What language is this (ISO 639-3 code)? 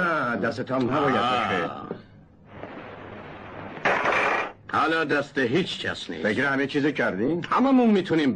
fas